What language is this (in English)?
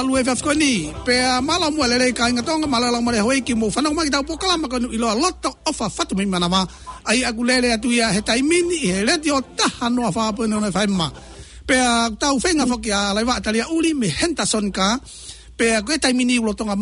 Tongan